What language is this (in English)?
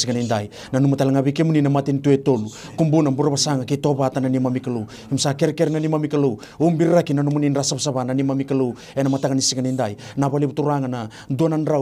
Fijian